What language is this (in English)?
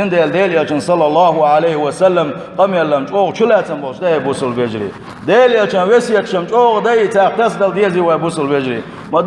Chechen